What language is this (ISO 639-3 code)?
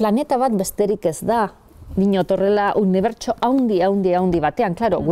eus